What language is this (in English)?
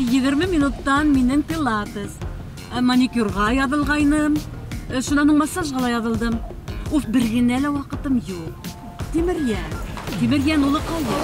Bashkir